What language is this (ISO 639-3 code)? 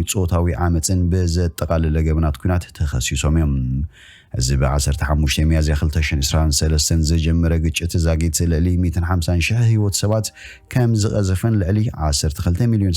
tir